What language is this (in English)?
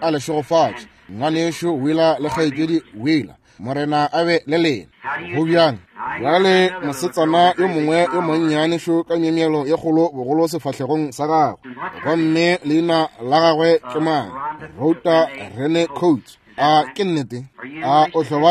Northern Sotho